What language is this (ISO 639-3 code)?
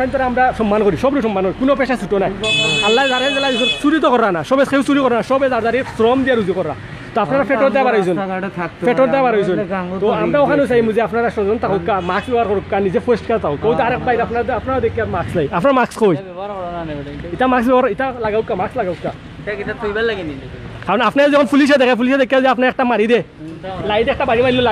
syl